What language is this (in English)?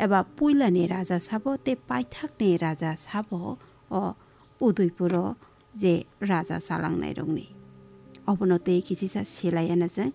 Kok Borok